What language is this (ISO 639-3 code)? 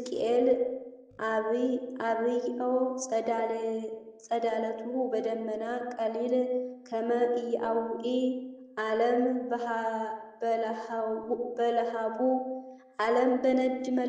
amh